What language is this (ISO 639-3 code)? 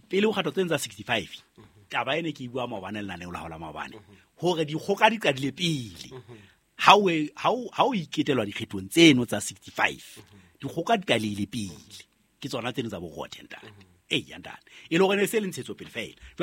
sot